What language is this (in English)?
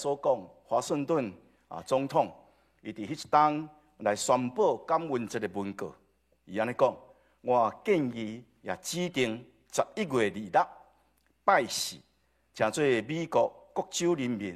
Min Nan Chinese